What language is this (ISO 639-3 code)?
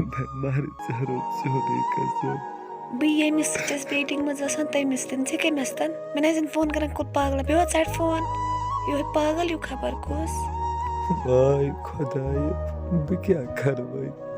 kas